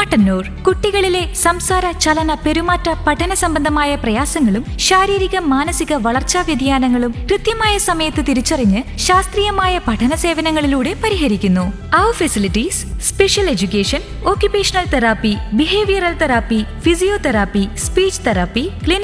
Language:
Malayalam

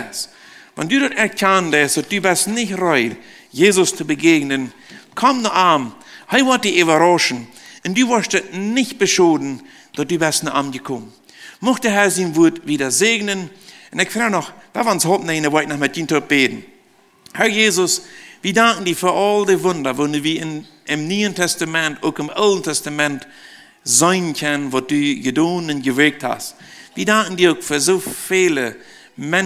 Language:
Plautdietsch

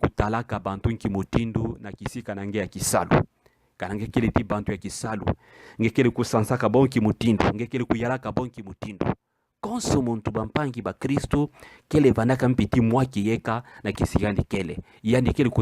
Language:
Kituba (Democratic Republic of Congo)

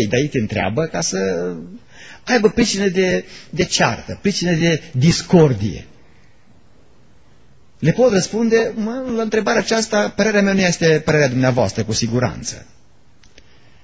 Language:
Romanian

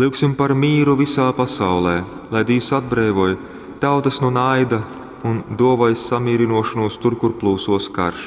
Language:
Latgalian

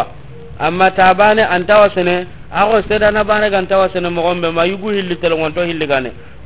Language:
Soninke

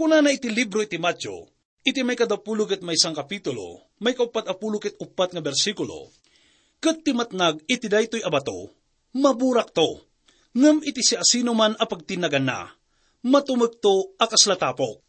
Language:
Iloko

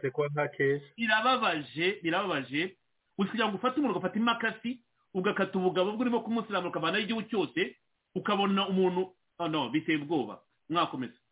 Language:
Kinyarwanda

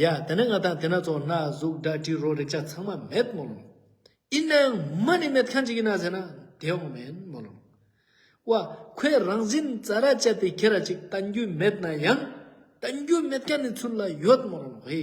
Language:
Ladakhi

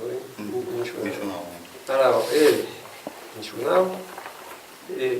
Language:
Occitan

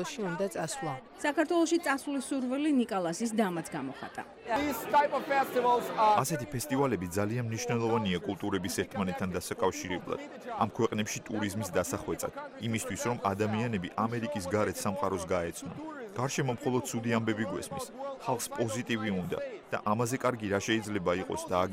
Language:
Georgian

